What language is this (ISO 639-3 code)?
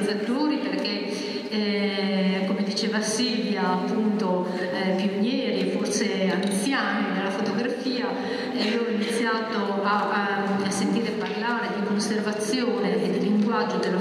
ita